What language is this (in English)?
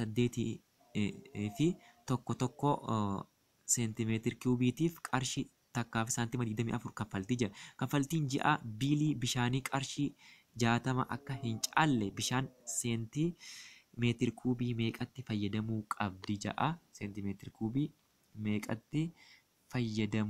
Oromo